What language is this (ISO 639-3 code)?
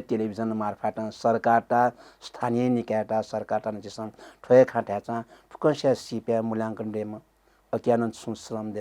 new